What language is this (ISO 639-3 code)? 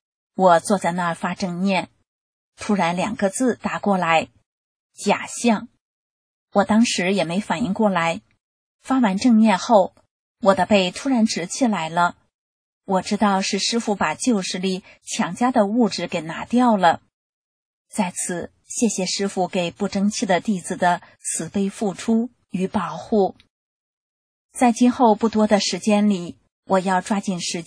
zho